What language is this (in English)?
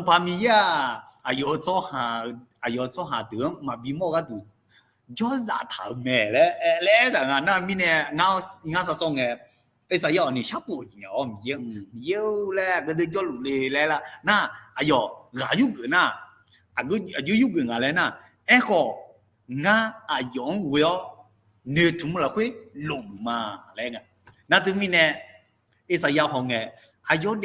Akha